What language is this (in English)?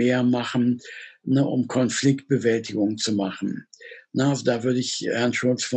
German